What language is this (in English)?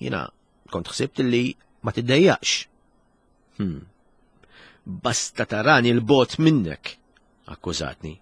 Maltese